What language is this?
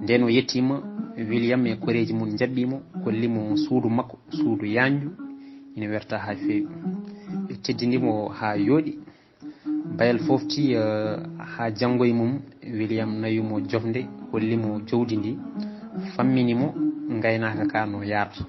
Fula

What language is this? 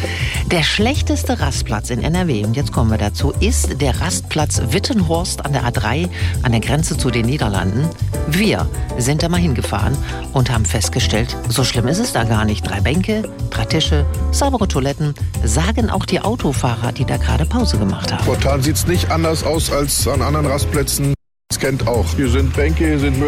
German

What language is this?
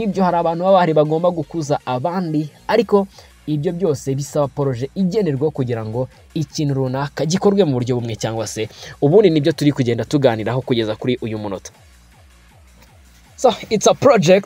Kinyarwanda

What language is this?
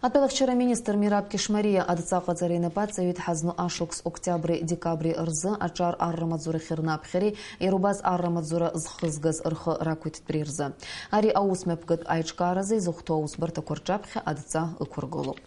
Abkhazian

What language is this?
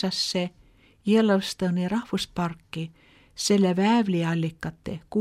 Estonian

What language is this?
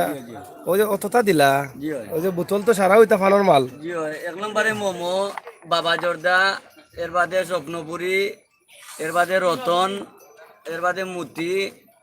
Sylheti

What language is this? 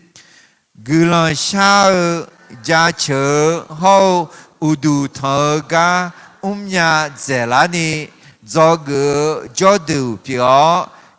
Akha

